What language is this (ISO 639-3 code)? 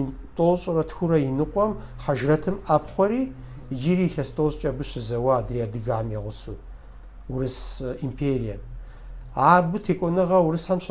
kbd